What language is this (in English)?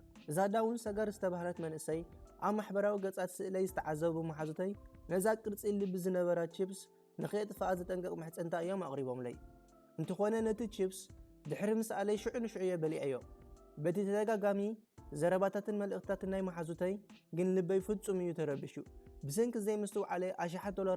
Tigrinya